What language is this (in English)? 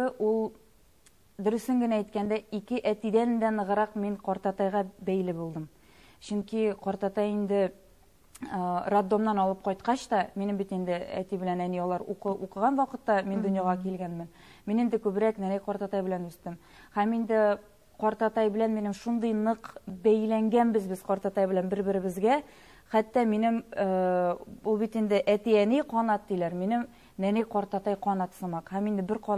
Tatar